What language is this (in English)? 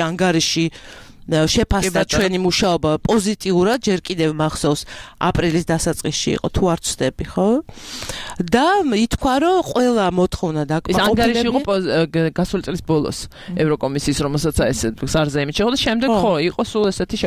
Georgian